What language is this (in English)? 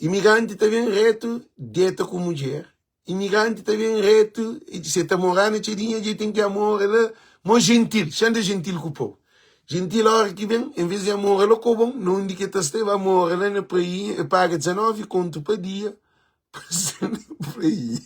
Kabuverdianu